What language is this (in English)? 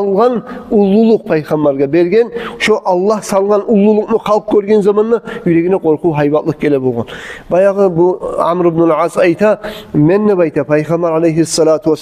Kumyk